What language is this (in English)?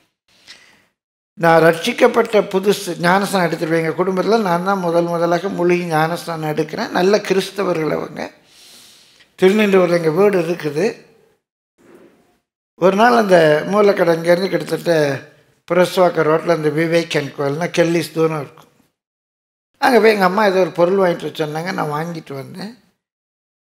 Tamil